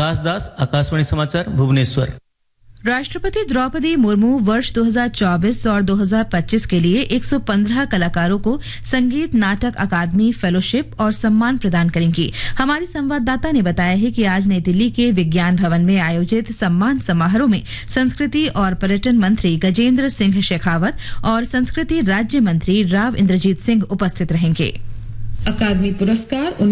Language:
Hindi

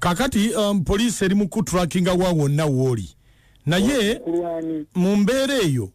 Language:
Ganda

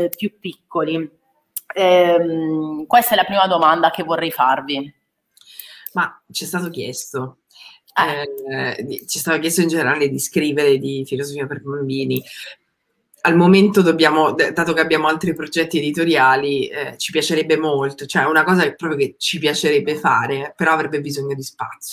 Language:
Italian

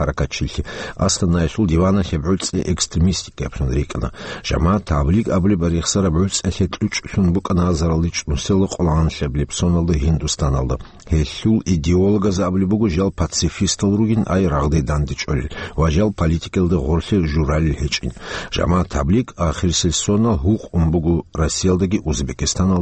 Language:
Avaric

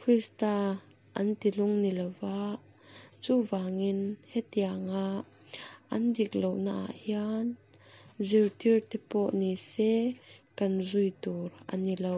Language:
Mizo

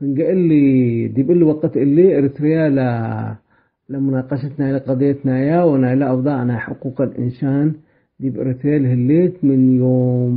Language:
Tigre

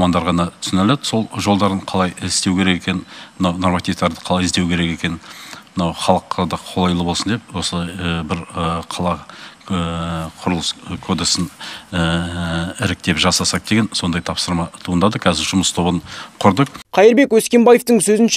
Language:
Kazakh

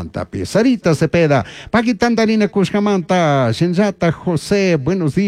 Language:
Chimborazo Highland Quichua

